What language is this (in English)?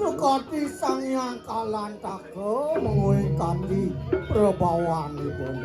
Balinese